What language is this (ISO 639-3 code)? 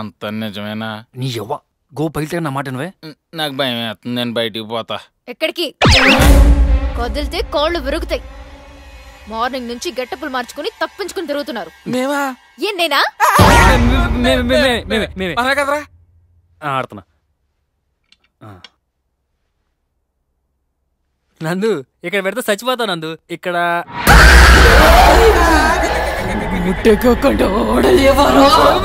tel